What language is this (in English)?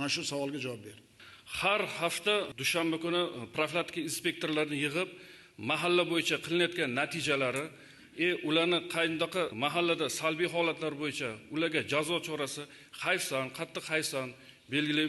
Uzbek